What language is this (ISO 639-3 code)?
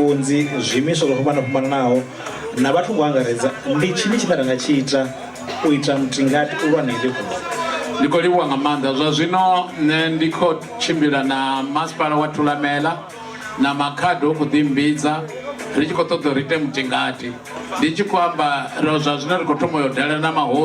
ven